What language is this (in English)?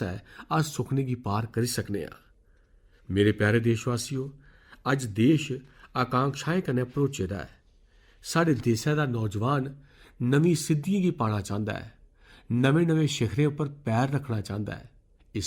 Dogri